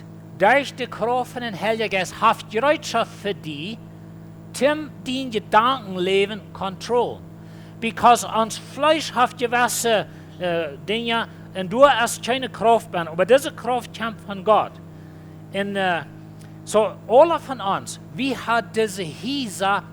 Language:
Plautdietsch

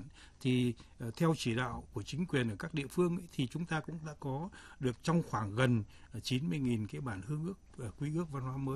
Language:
Vietnamese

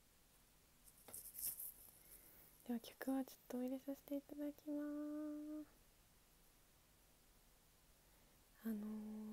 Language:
Japanese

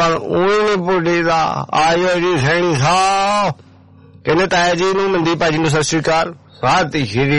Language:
Punjabi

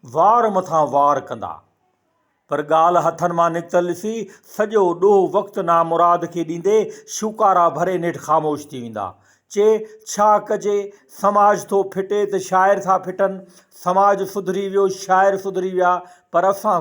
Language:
Sindhi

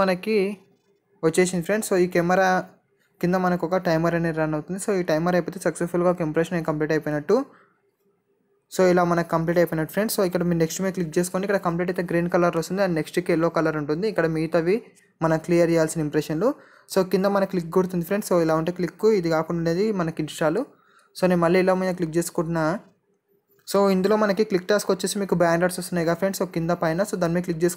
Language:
Telugu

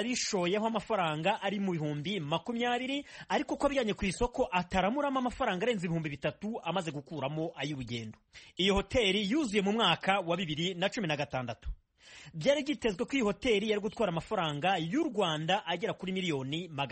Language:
Kinyarwanda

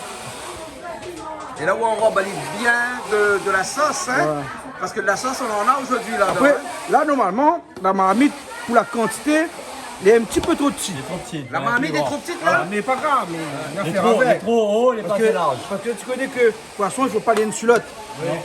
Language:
Réunion Creole French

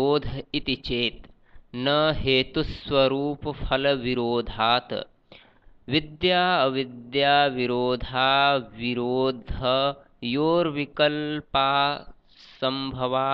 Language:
Sanskrit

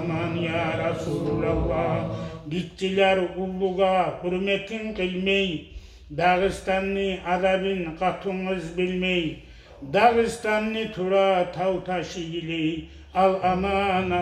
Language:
Kumyk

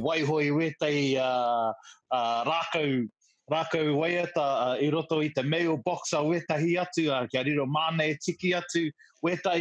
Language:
Māori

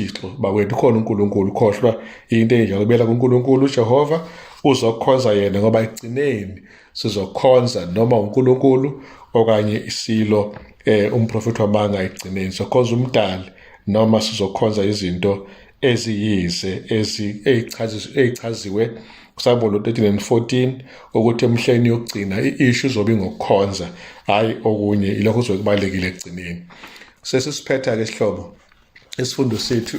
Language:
Zulu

